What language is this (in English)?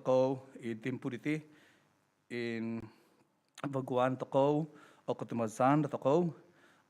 Central Dusun